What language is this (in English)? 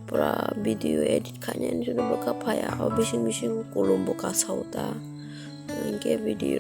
Kok Borok